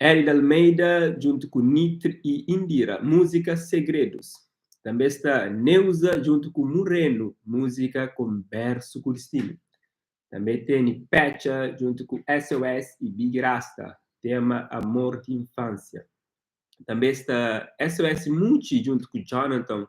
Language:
Kabuverdianu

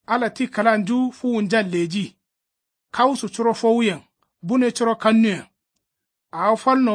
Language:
Kanuri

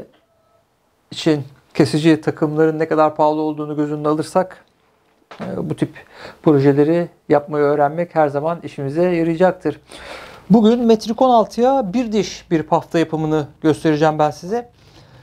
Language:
Turkish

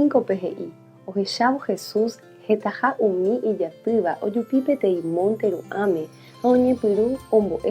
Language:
Guarani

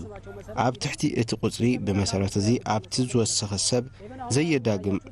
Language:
Tigrinya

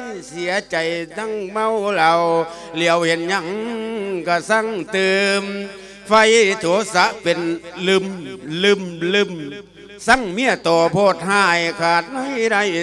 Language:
Lao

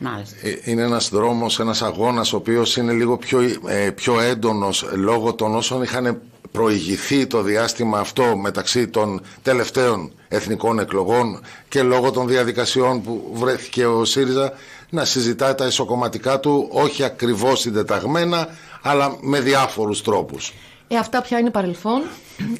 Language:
Greek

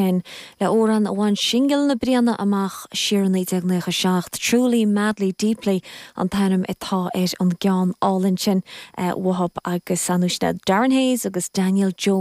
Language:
Irish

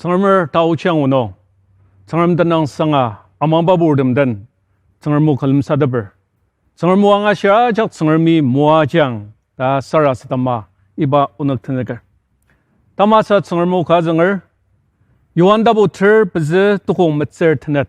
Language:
Ao Naga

